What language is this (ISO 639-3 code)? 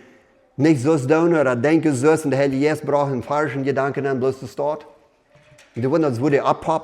pdt